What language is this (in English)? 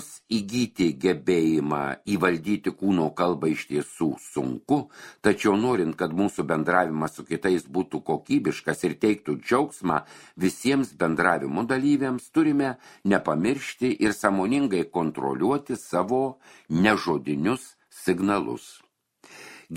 Lithuanian